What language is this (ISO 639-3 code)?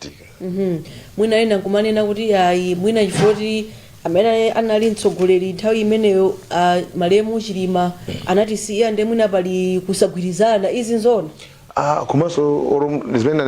nya